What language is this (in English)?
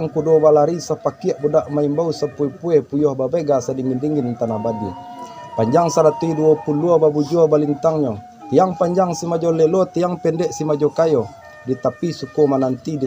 Minangkabau